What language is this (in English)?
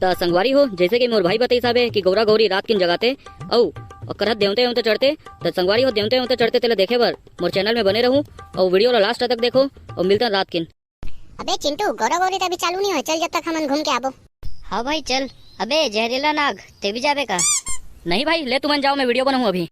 Chhattisgarhi